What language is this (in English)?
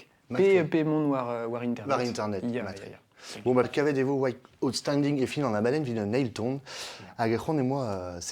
Breton